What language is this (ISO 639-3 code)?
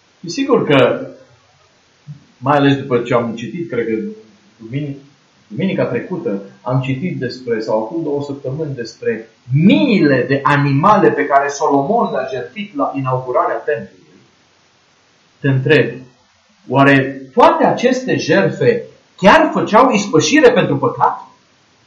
ron